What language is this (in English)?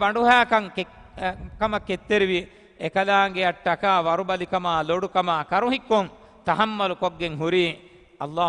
Divehi